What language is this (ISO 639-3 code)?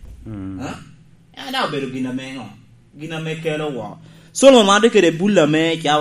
laj